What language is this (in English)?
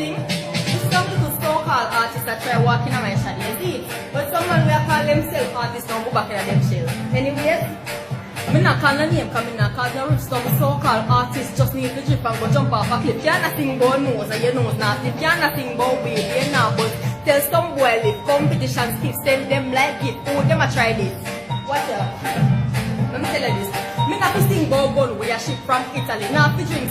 Jamaican Creole English